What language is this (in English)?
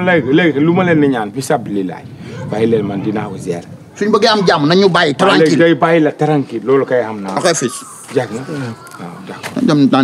Wolof